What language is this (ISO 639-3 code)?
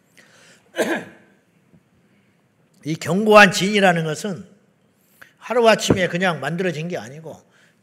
kor